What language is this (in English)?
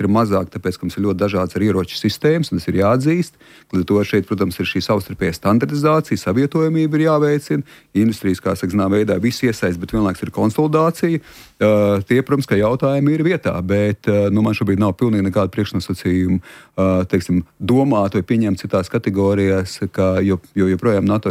Latvian